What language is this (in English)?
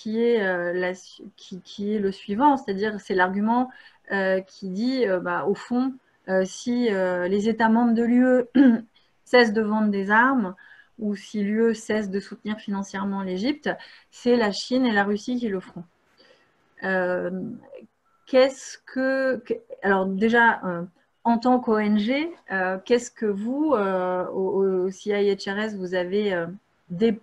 French